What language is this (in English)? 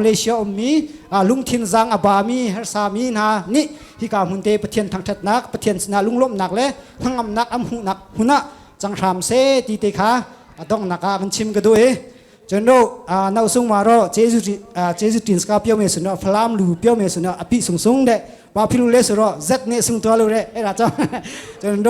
Falam Chin